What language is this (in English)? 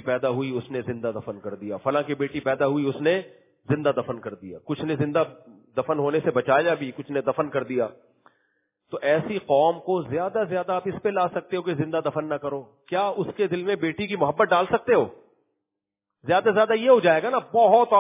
Urdu